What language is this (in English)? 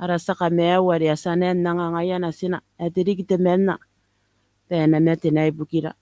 Gilbertese